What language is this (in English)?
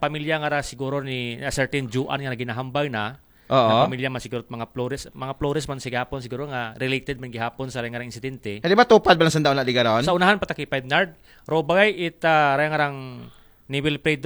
Aklanon